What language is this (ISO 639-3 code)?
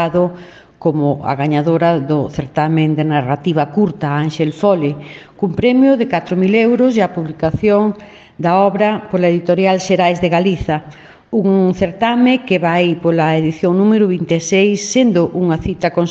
glg